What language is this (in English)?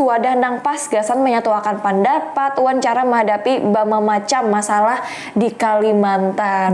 Banjar